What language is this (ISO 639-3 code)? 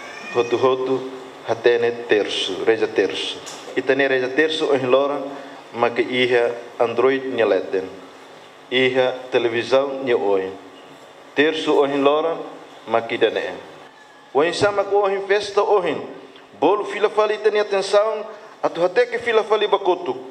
tet